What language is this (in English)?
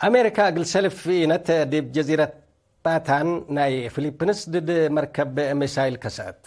Tigre